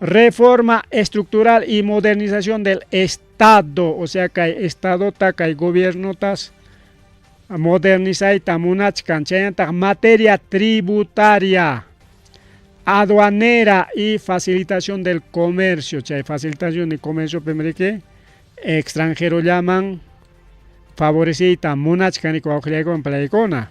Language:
Ayacucho Quechua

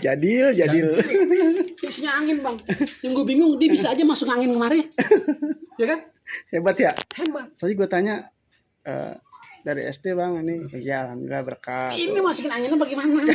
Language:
Betawi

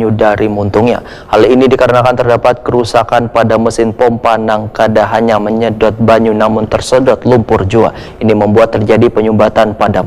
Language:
Banjar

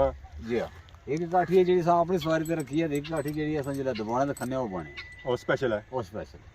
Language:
Pahari-Potwari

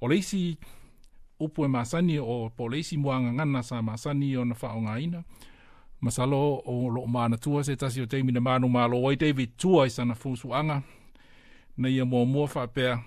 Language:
Samoan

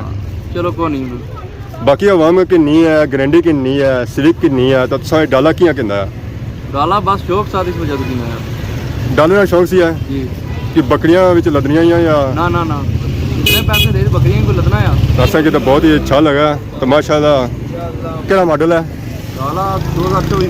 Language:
Pahari-Potwari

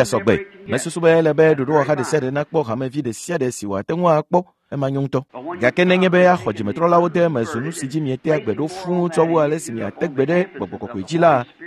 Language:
Ewe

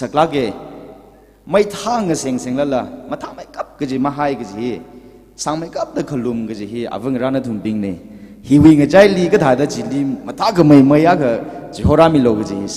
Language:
Tangkhul Naga (India)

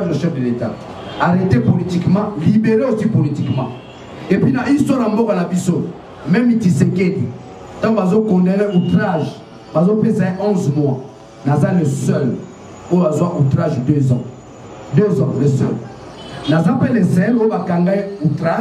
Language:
Lingala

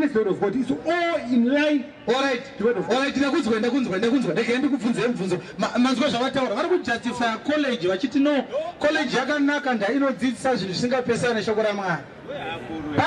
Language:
Shona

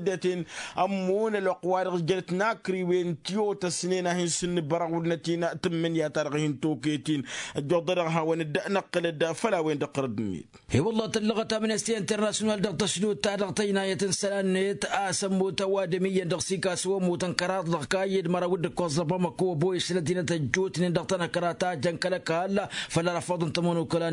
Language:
Tamasheq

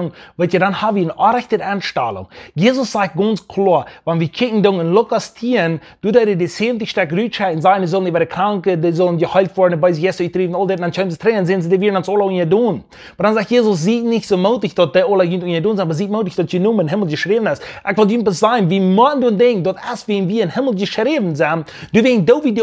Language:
Plautdietsch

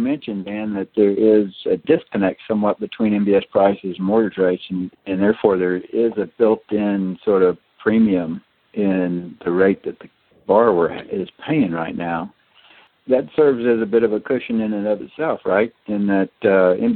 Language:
English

